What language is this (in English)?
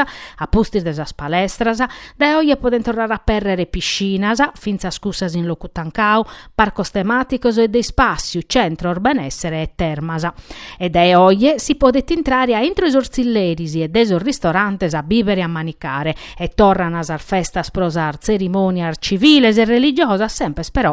Sardinian